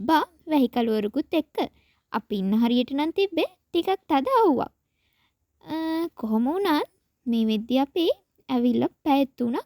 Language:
Sinhala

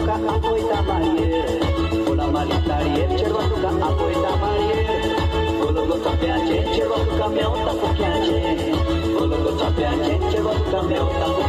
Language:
Konkani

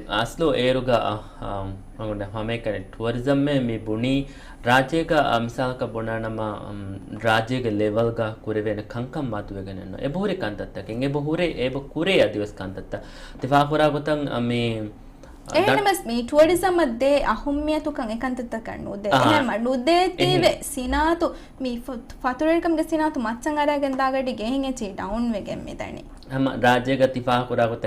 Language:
Divehi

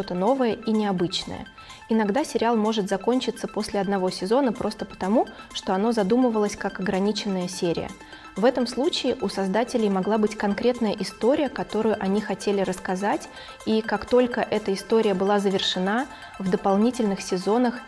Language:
Russian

